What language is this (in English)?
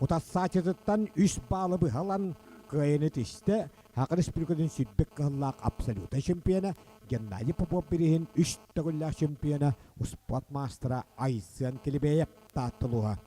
Yakut